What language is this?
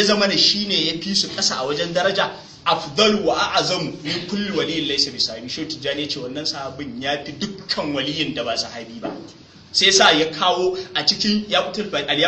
Hausa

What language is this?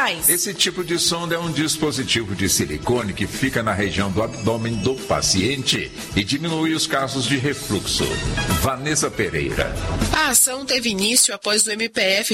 Portuguese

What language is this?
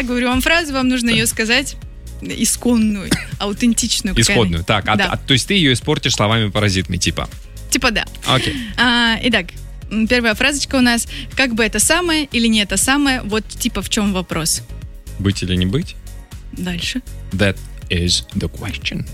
Russian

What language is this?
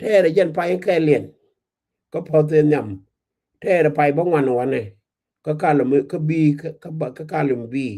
Nuer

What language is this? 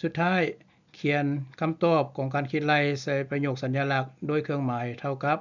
Lao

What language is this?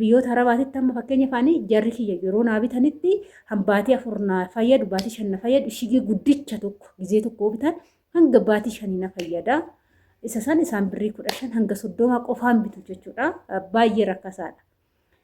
Oromo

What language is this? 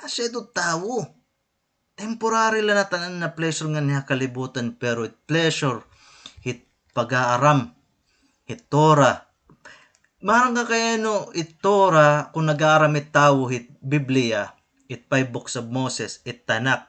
Waray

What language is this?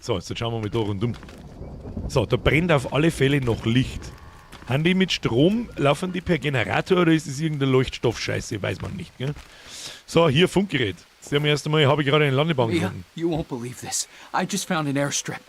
Bavarian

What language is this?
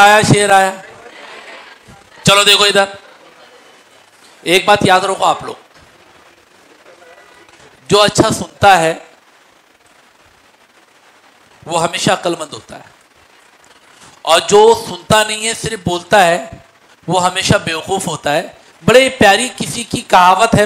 Hindi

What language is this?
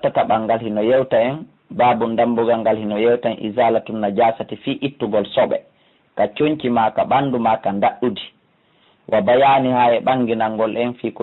Fula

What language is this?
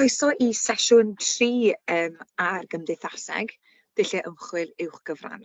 Welsh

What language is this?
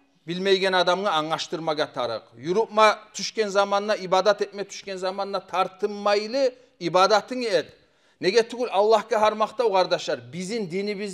Kumyk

